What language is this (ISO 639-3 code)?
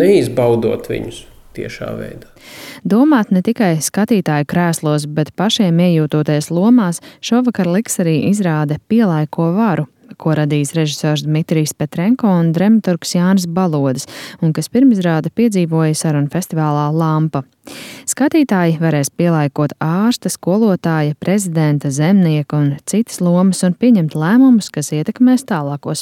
lav